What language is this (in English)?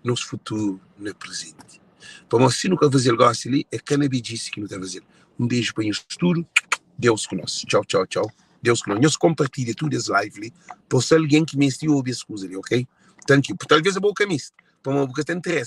Kabuverdianu